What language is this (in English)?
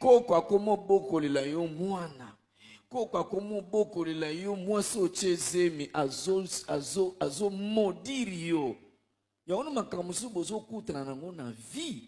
Lingala